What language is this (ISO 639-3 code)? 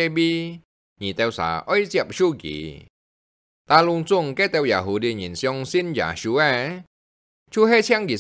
hak